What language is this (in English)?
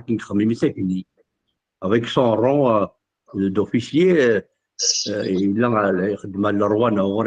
Kabyle